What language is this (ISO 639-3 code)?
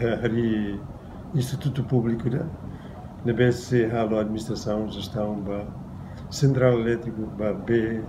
tet